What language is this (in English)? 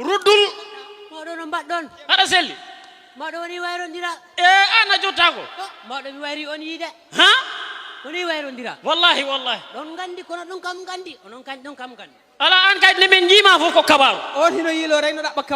Fula